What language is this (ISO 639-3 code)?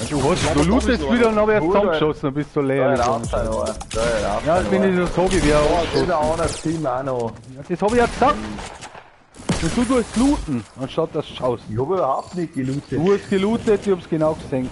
bar